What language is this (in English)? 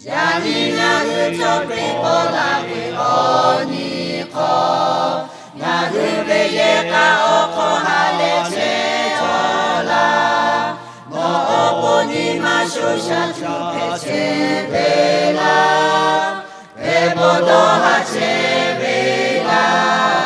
Lahu